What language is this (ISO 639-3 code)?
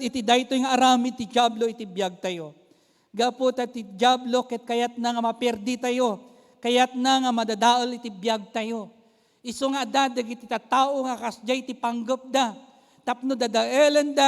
ilo